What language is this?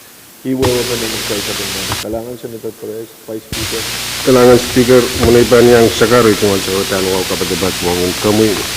Pohnpeian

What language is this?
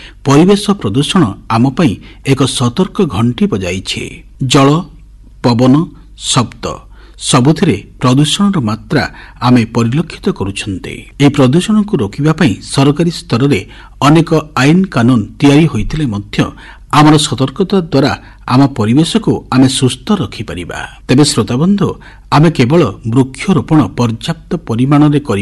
Odia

